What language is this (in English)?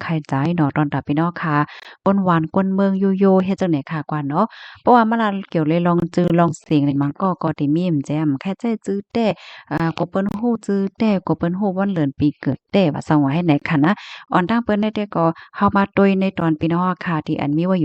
Shan